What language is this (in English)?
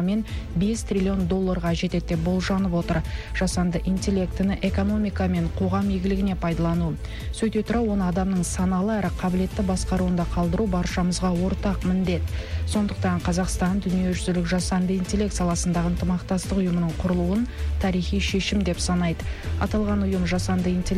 Kazakh